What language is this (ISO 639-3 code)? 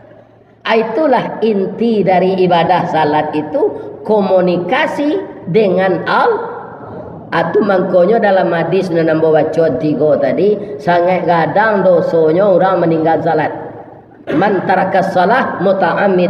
min